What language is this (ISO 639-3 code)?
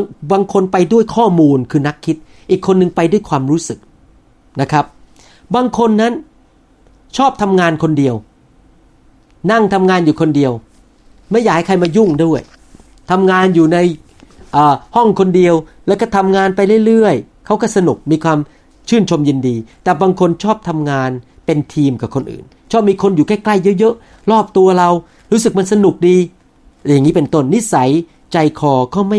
tha